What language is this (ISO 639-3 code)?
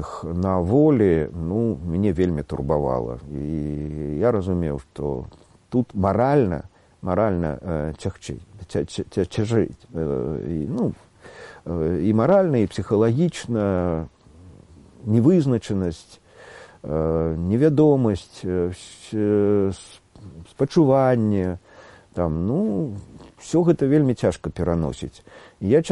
bel